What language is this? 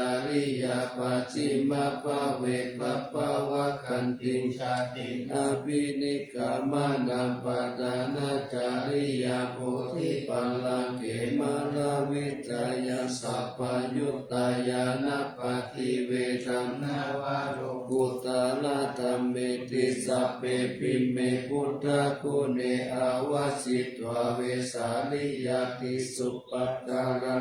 Pali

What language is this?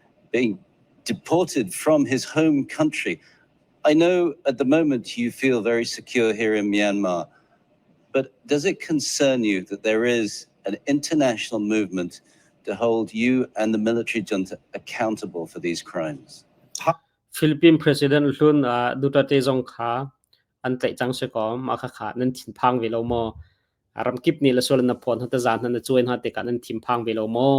Hakha Chin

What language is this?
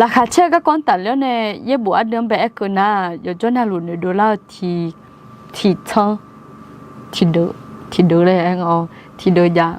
Akha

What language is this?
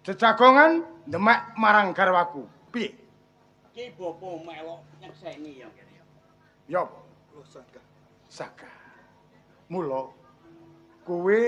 Javanese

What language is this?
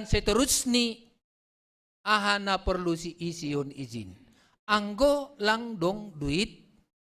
Batak Simalungun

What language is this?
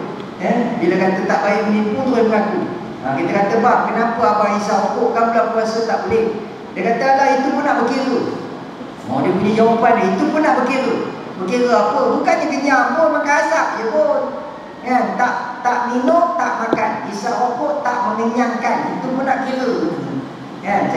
Malay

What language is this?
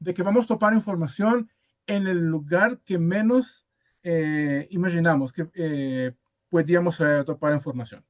Ladino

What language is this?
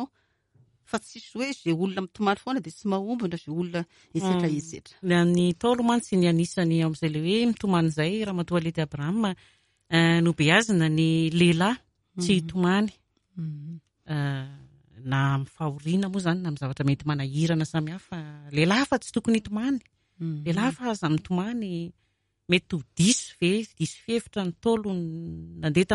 Malagasy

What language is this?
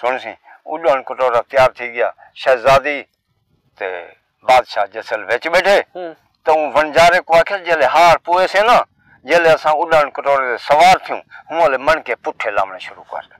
Saraiki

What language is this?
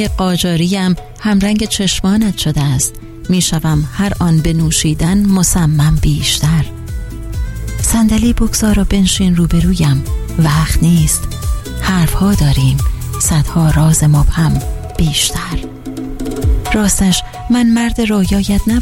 Persian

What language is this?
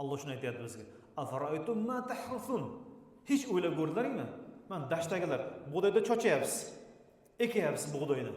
Uzbek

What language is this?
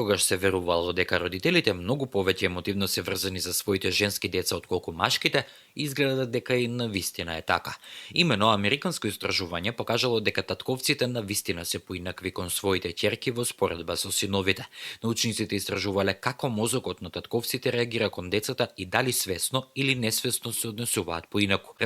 Macedonian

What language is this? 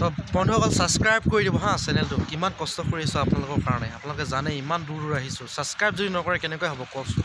Assamese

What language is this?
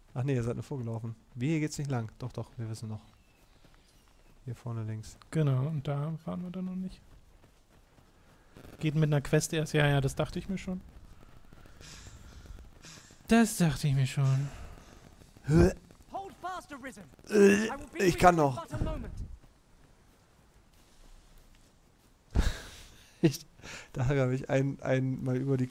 German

